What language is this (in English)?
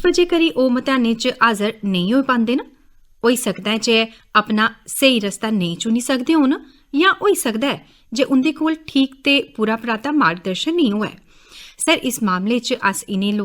Dogri